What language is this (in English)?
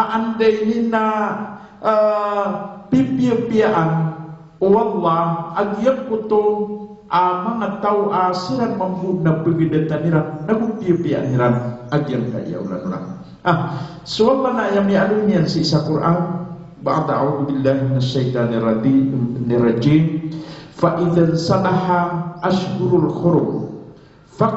Maranao